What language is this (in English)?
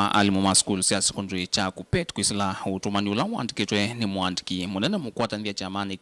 Kamba